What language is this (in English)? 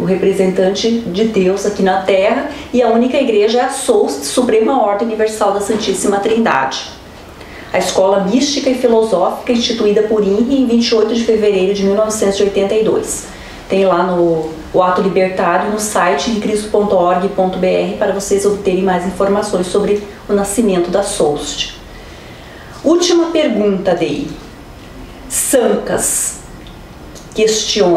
Portuguese